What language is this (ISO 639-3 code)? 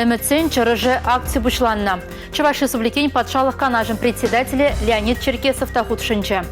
chv